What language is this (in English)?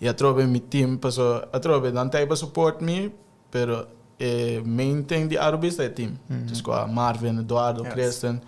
Papiamento